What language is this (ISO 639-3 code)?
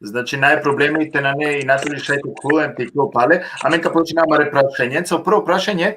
rmn